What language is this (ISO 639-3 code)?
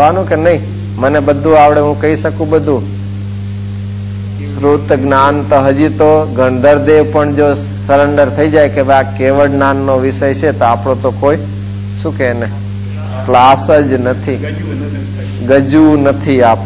guj